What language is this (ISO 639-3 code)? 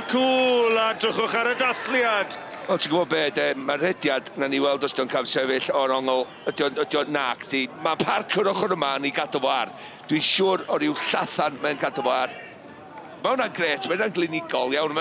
cym